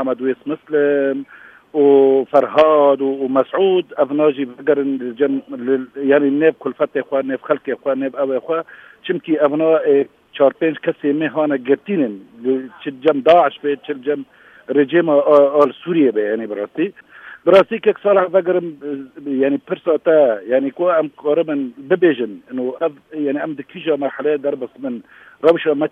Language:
Kurdish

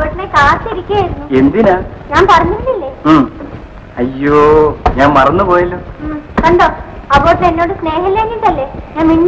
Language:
Malayalam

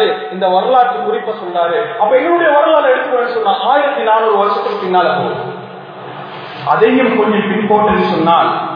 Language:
Tamil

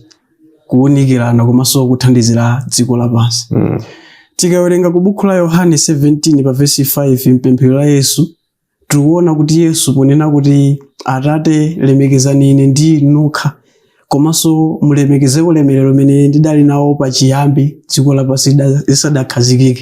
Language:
Nyanja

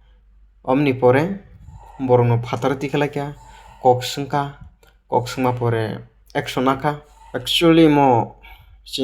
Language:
Kok Borok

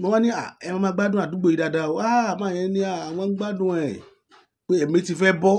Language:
Yoruba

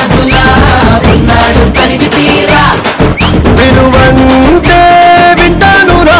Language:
Telugu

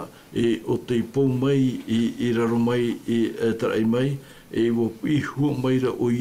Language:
Tahitian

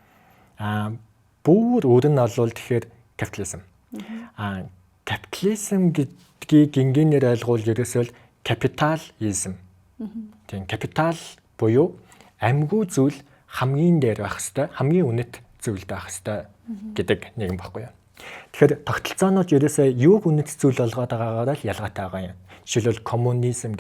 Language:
Mongolian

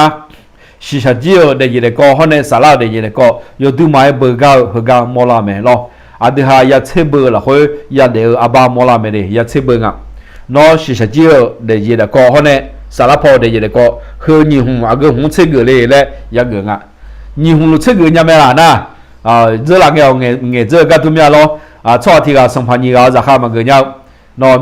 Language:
Akha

